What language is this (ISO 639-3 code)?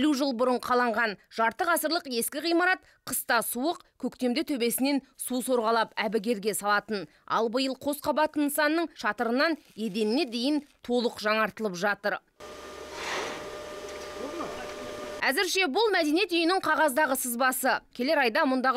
kaz